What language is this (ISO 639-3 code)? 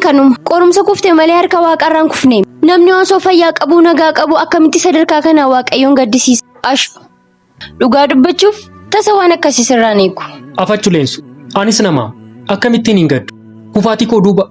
orm